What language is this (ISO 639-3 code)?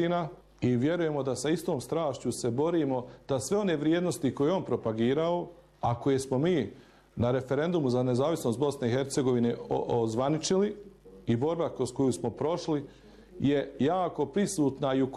bos